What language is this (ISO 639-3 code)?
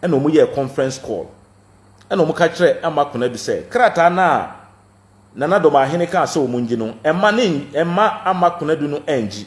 aka